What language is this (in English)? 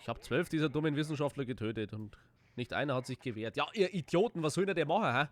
Bavarian